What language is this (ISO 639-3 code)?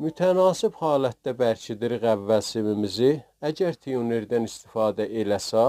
azb